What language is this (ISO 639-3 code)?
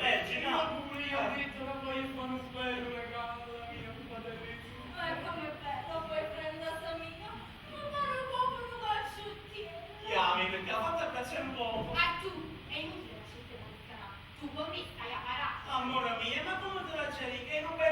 nap